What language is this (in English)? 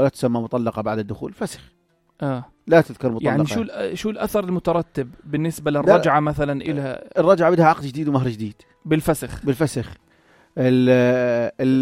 North Levantine Arabic